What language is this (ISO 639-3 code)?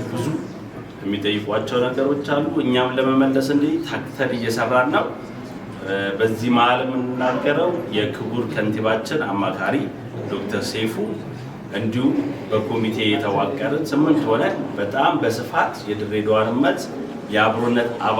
amh